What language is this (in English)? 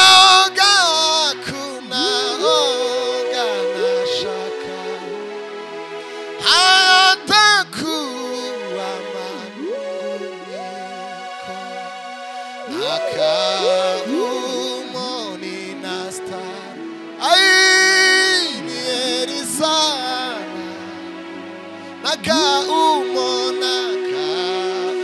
Kinyarwanda